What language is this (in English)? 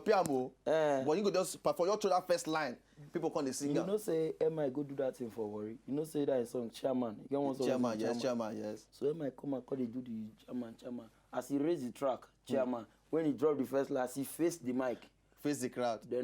Nigerian Pidgin